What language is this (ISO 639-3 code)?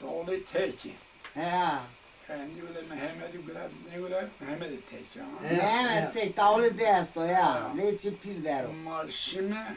zza